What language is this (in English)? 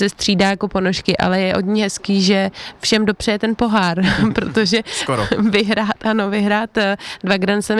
Czech